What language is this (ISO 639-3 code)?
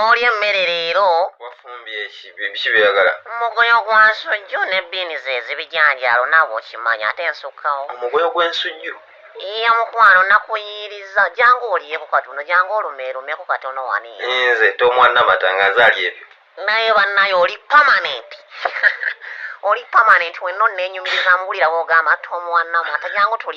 lug